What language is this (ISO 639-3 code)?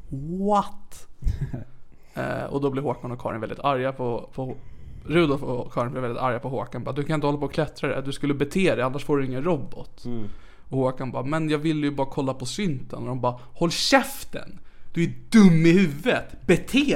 swe